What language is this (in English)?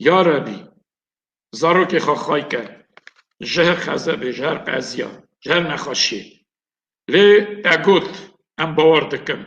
Kurdish